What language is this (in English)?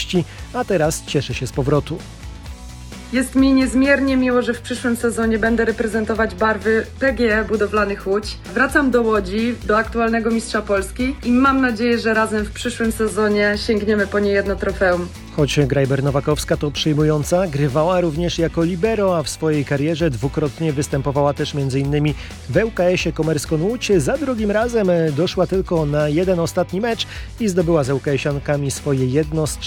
Polish